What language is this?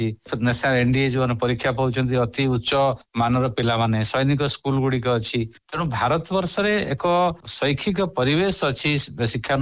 Odia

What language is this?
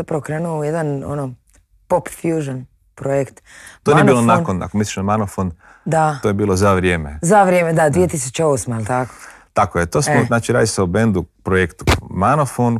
Croatian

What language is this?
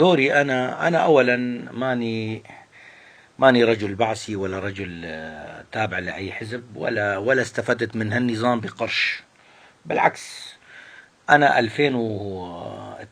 North Levantine Arabic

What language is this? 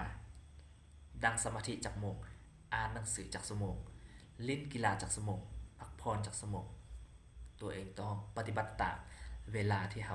Lao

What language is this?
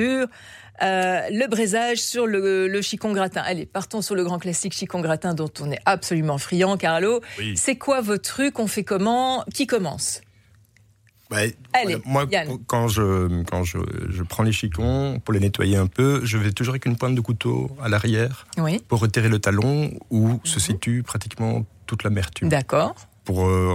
French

